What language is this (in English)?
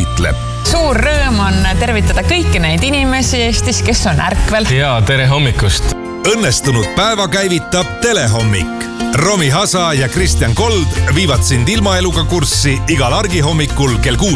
Estonian